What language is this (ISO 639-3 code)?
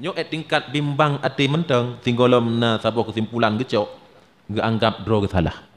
ace